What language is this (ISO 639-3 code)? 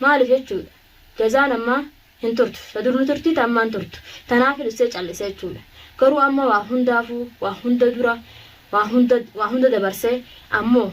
orm